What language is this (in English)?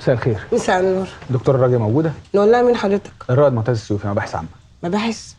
Egyptian Arabic